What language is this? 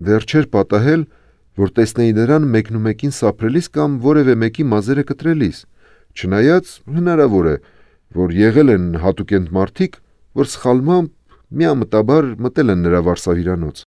Armenian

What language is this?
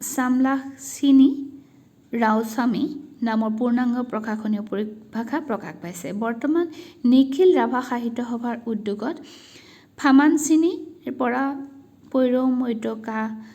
Assamese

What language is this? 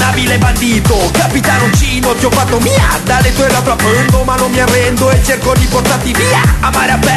Italian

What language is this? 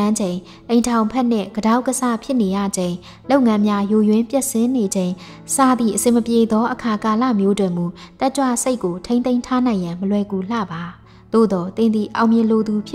Burmese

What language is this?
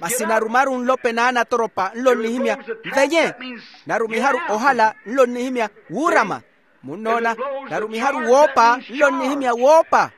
Makhuwa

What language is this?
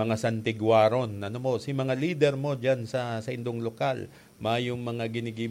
Bikol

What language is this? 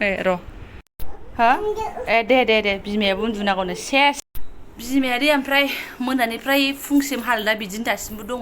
Bodo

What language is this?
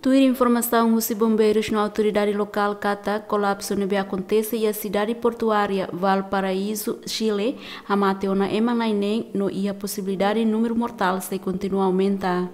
Tetum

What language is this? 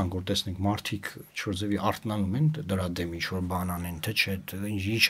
Armenian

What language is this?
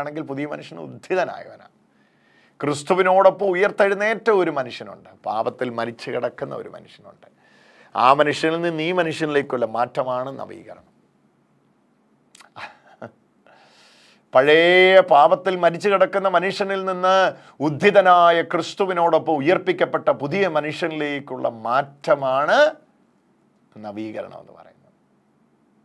Malayalam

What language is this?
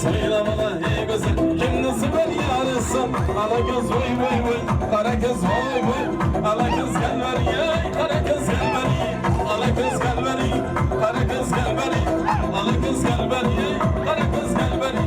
Kara-Kalpak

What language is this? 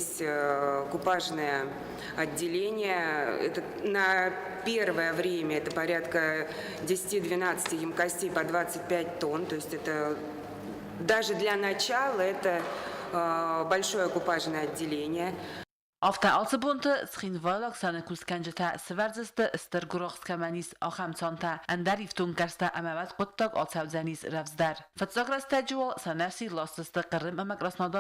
Ossetic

